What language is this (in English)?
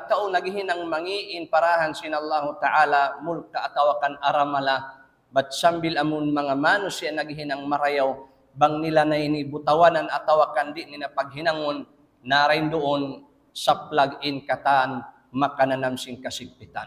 Tausug